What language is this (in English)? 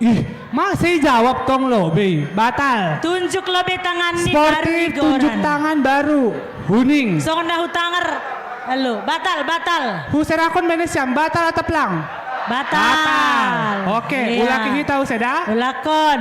Batak Simalungun